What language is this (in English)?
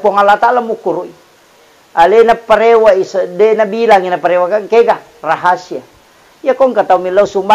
Buginese